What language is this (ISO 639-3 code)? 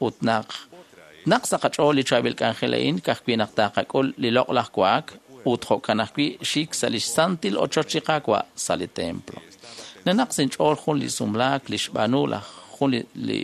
kek